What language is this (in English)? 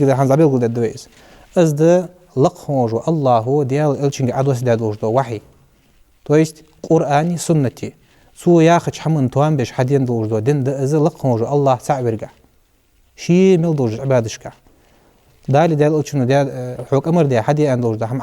Ingush